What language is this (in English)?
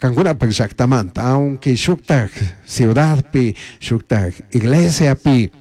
Chimborazo Highland Quichua